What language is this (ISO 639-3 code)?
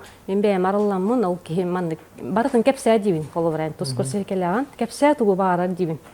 sah